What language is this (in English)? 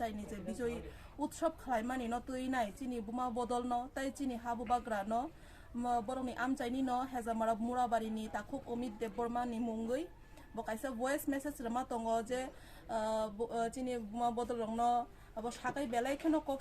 Kok Borok